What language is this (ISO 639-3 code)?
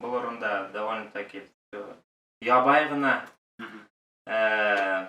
bak